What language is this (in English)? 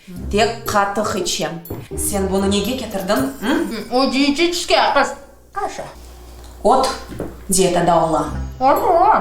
Crimean Tatar